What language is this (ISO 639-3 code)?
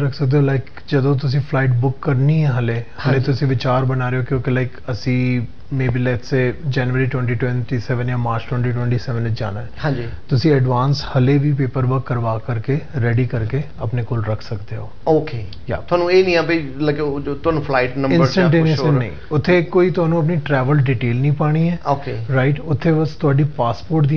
pan